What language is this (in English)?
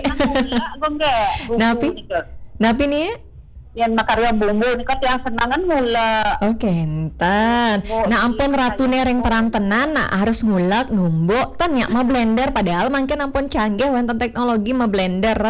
Balinese